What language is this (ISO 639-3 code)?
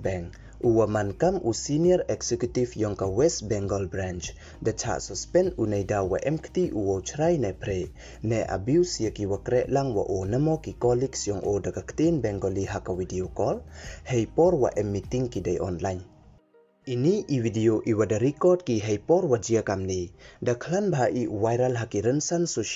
pbv